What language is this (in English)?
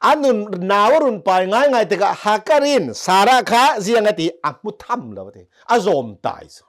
Hakha Chin